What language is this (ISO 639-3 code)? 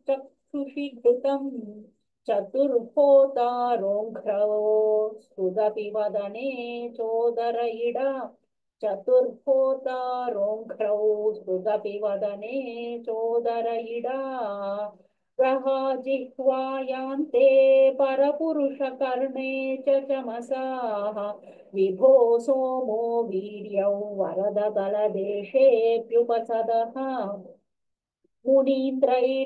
san